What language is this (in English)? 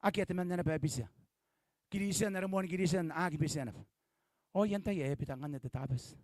Gilbertese